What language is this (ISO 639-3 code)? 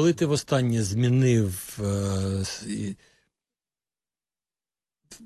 ukr